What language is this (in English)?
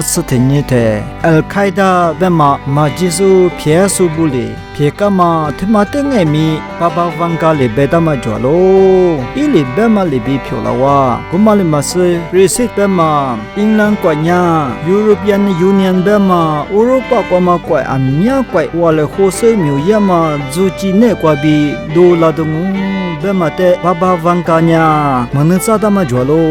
Lisu